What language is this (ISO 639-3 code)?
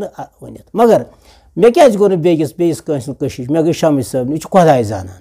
kas